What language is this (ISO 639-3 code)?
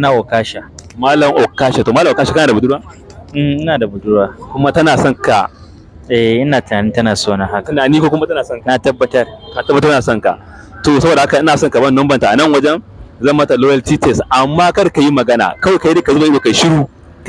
hau